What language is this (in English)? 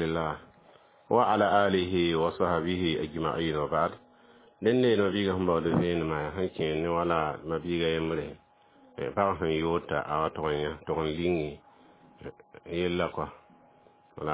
Mossi